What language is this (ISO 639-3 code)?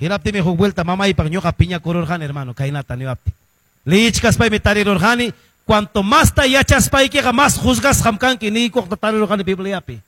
que